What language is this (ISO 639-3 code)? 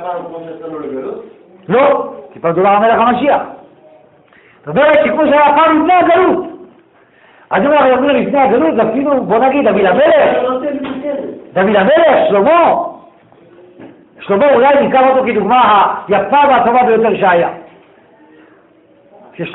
heb